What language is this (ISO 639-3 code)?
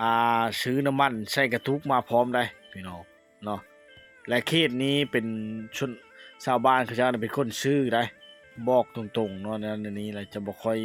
lao